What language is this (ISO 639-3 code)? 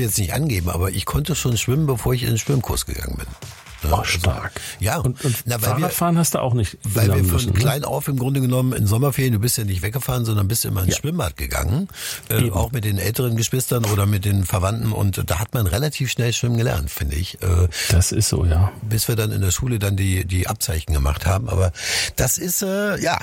deu